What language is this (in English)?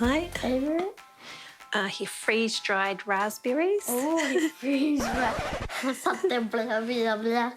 Māori